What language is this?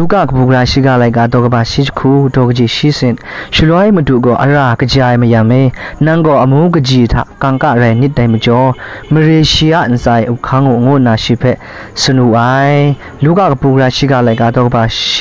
Kachin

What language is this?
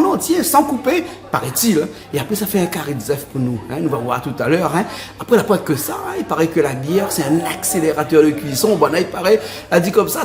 Réunion Creole French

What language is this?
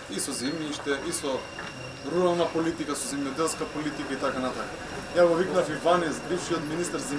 Macedonian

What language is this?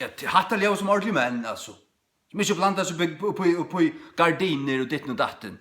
Faroese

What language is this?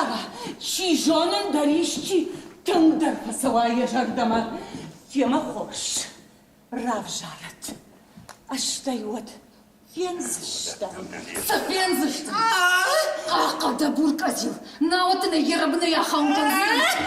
Ossetic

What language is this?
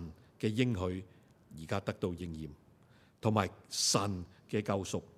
Cantonese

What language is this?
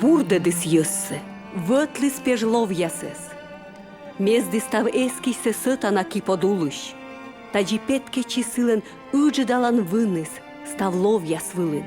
Komi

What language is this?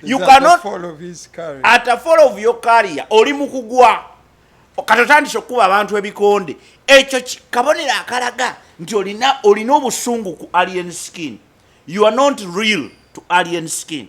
Ganda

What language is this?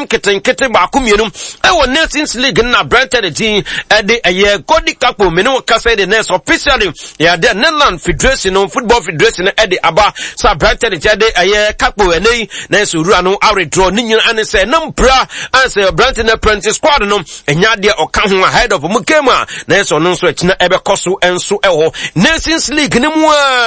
Akan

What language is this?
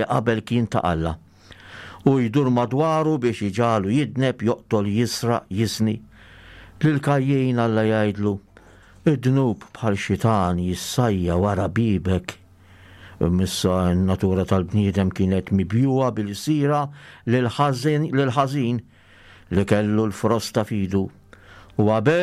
Maltese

